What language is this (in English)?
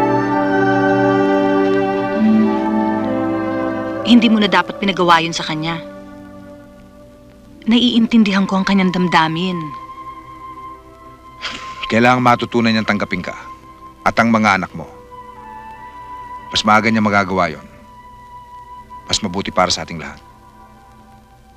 Filipino